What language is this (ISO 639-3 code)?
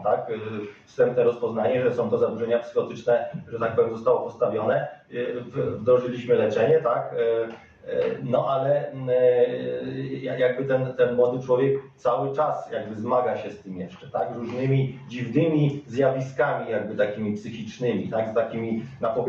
pol